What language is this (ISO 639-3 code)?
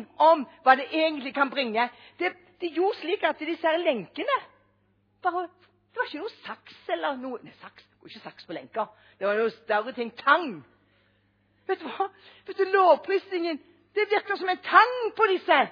nor